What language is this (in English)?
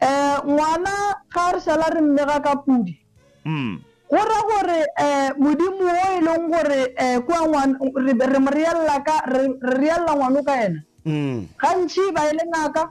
Northern Sotho